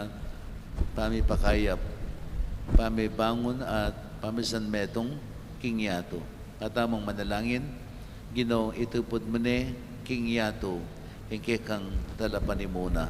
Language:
Pampanga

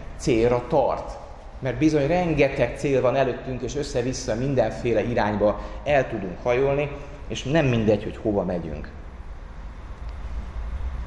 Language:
Hungarian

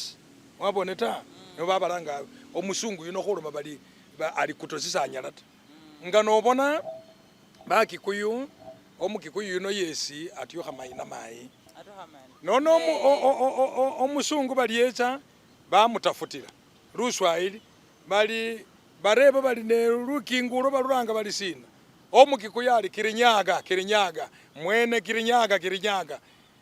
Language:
Masaaba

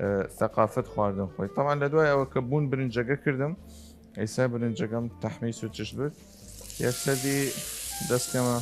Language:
Southern Kurdish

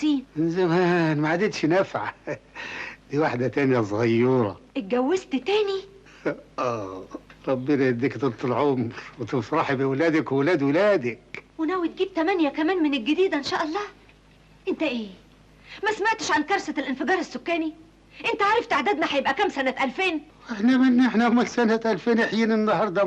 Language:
Egyptian Arabic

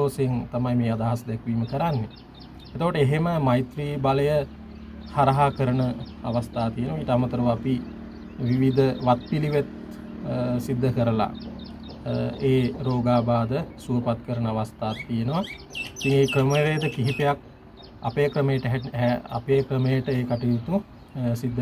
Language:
Sinhala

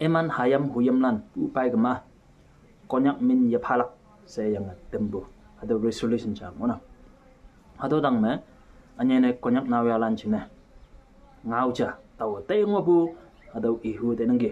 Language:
Konyak Naga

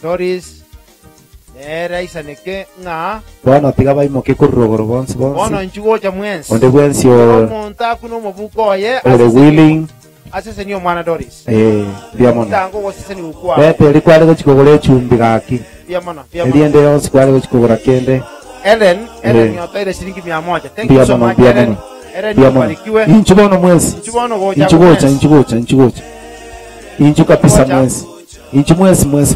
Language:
Gusii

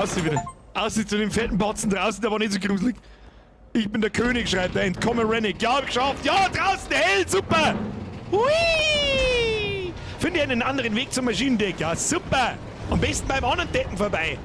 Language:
Bavarian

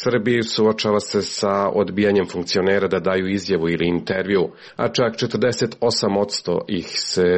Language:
Serbian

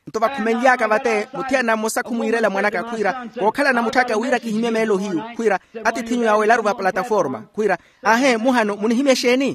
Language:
Makhuwa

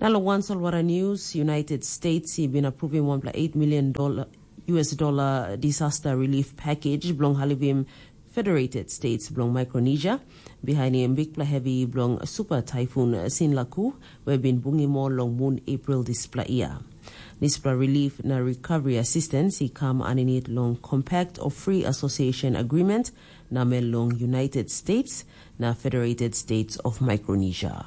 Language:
Tok Pisin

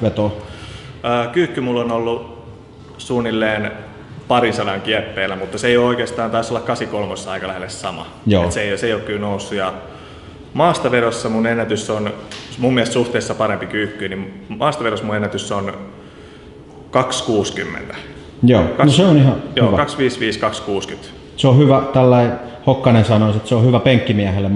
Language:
Finnish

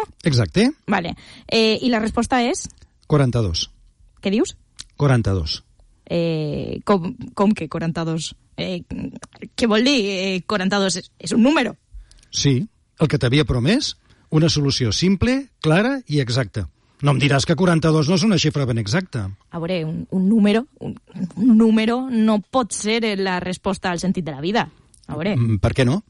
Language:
Catalan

